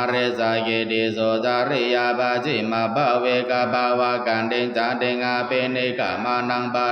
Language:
Pali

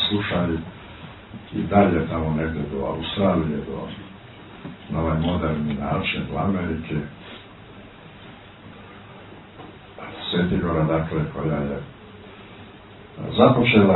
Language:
Serbian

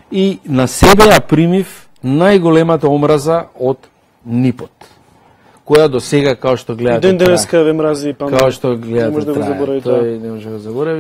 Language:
Macedonian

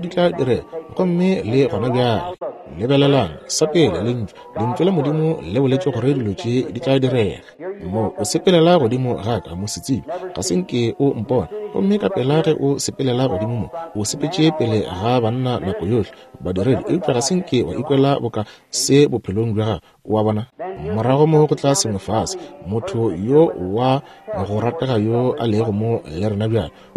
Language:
Northern Sotho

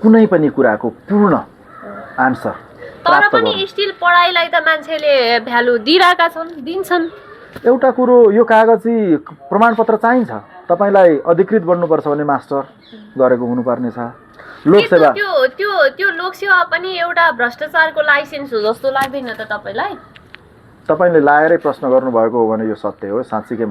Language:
Nepali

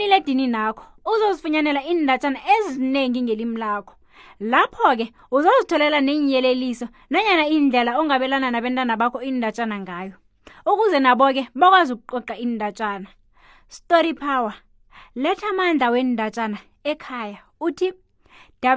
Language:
South Ndebele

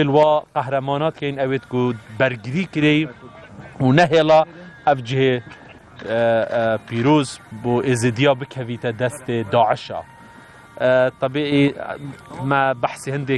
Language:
Kurdish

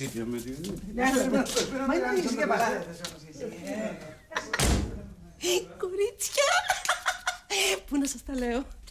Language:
Greek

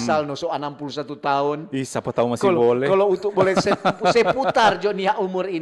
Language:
Manado Malay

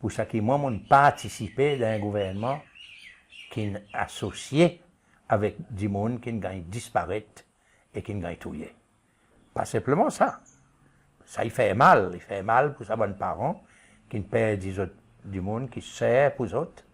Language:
Seselwa Creole French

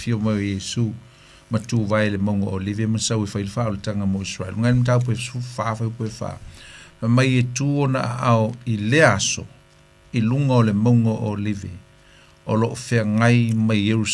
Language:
Samoan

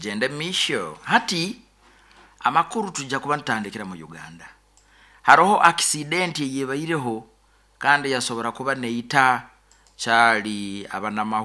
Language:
Nyoro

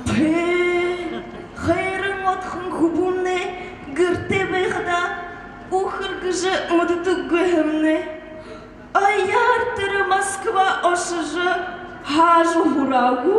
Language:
Buriat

